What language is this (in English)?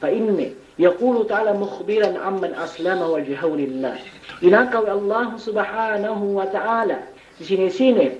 Yakan